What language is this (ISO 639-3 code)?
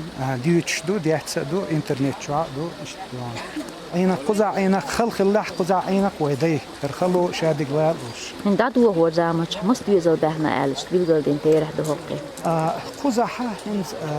che